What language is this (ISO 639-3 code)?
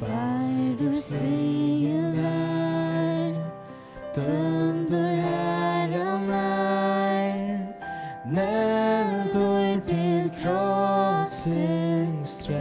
fao